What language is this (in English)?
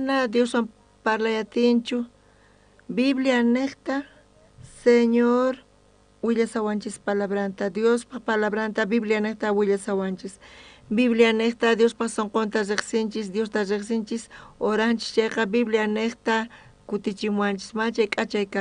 South Bolivian Quechua